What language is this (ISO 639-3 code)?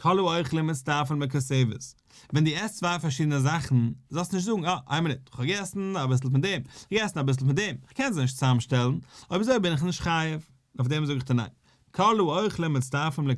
yid